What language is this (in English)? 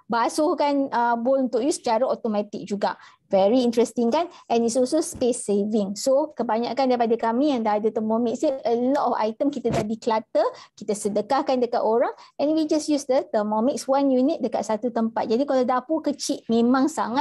Malay